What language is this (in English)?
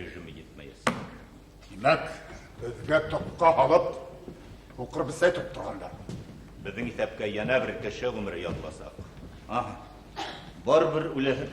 Bashkir